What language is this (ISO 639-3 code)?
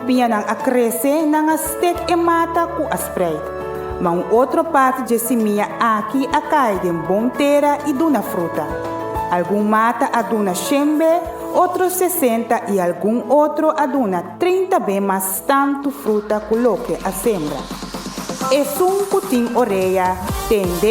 pap